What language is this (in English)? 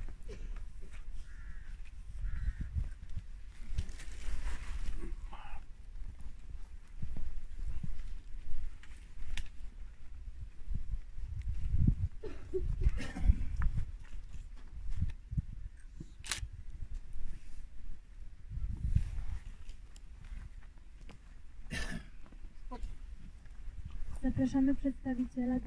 Polish